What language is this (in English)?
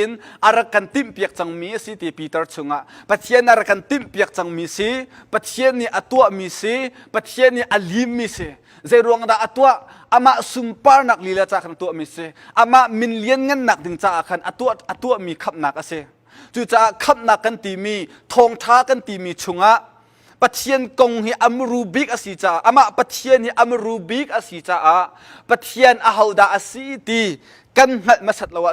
Hakha Chin